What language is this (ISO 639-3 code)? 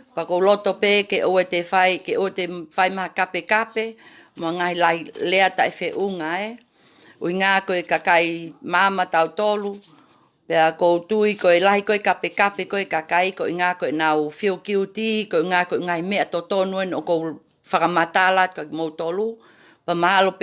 ton